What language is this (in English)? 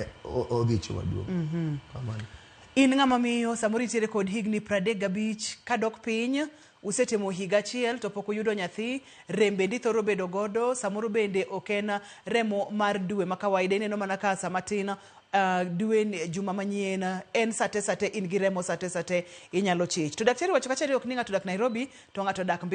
Luo (Kenya and Tanzania)